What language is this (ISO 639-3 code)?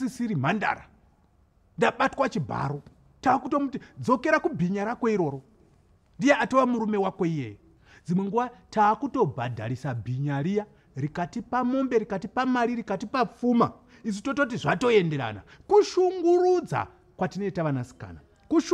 sna